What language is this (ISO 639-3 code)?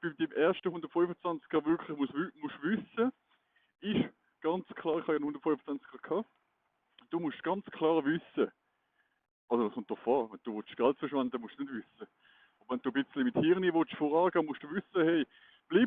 gsw